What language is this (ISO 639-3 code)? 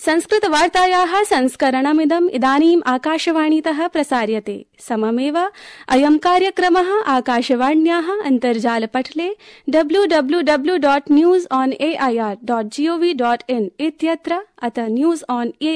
san